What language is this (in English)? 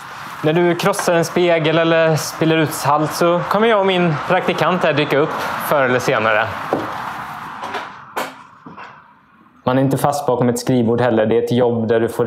Swedish